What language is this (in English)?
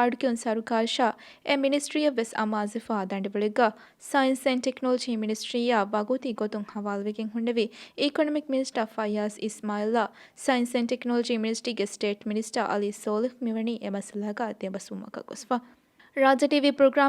Divehi